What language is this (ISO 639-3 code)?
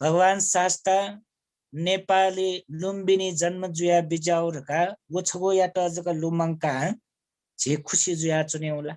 new